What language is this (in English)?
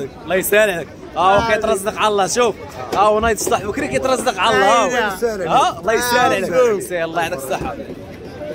Moroccan Arabic